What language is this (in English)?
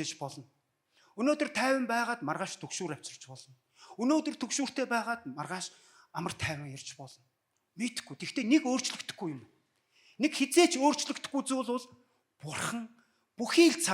Mongolian